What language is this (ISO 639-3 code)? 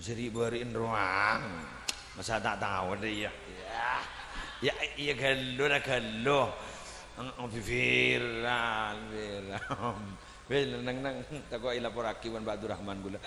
mad